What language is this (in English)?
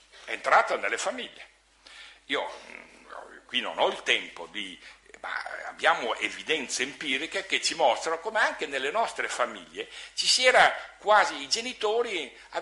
Italian